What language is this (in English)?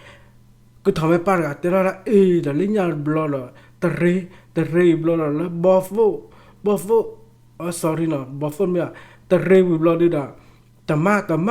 S'gaw Karen